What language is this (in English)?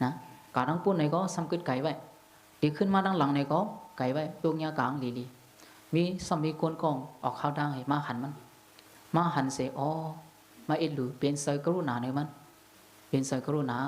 Shan